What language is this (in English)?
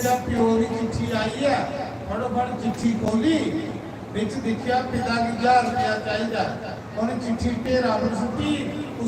Dogri